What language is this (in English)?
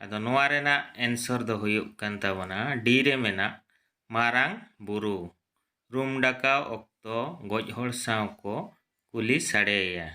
Santali